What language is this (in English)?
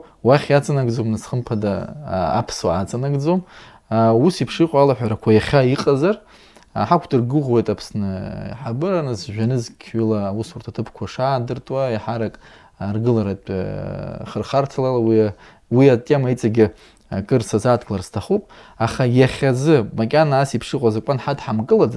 Abkhazian